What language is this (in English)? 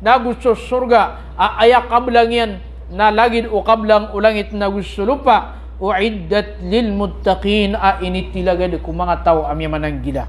Maranao